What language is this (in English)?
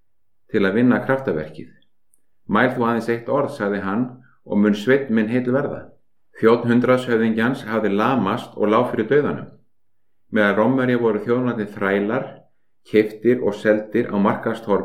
Icelandic